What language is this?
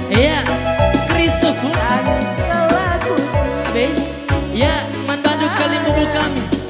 Batak Karo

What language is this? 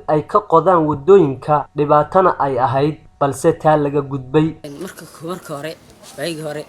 Somali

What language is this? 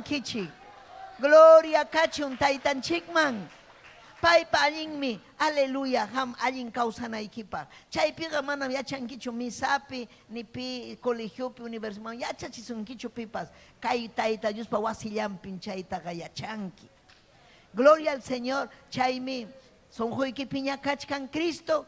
Ayacucho Quechua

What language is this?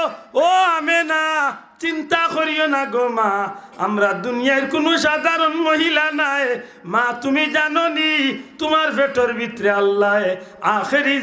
Sylheti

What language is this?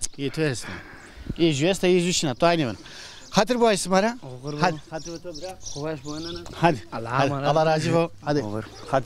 Zaza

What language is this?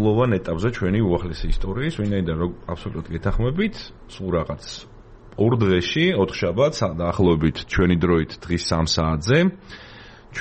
Georgian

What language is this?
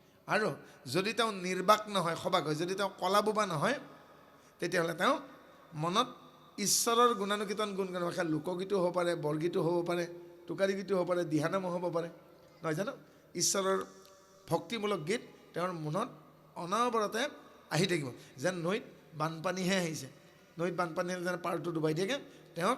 Assamese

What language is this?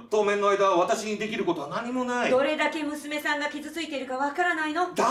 Japanese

